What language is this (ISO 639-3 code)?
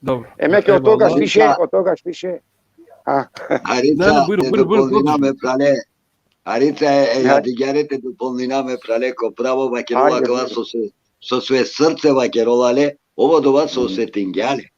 rmn